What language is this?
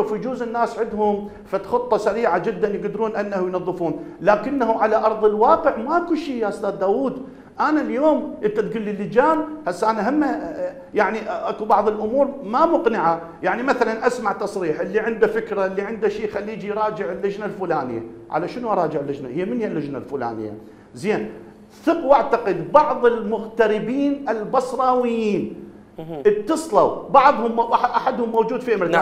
Mesopotamian Arabic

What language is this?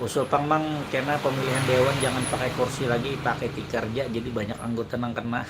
Banjar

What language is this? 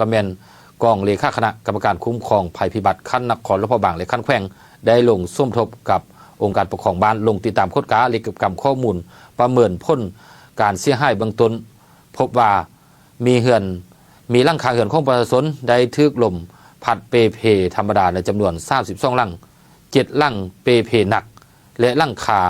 Lao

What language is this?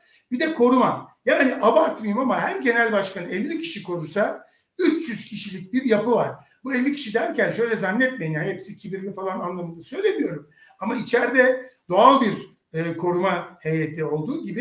Turkish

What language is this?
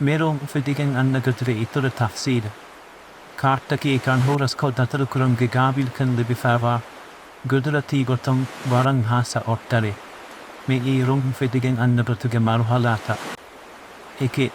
Divehi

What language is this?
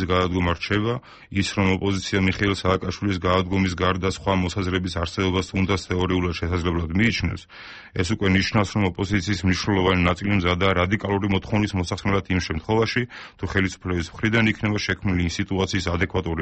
Georgian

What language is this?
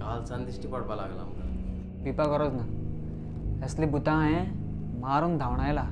Konkani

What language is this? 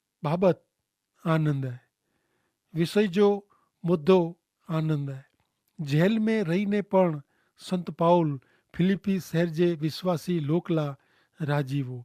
Kachhi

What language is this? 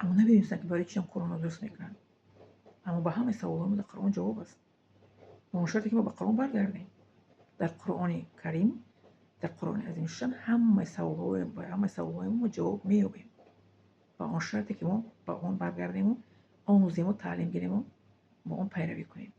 Tajik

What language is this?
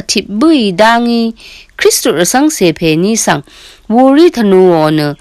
Rawang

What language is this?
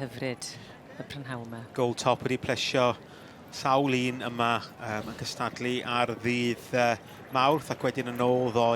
Welsh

